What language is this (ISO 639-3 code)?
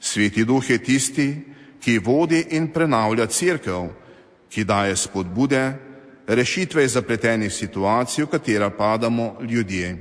slv